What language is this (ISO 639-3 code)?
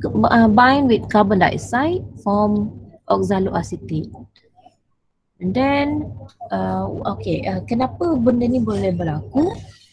msa